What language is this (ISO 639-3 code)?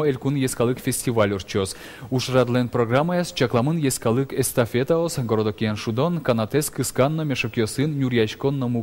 udm